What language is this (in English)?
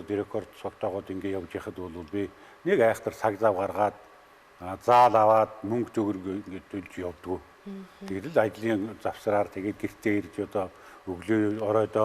Mongolian